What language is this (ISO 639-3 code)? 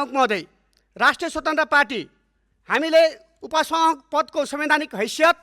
nep